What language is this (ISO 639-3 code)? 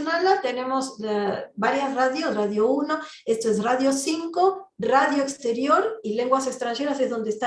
lad